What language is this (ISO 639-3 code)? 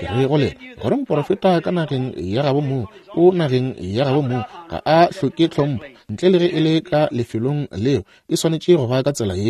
nso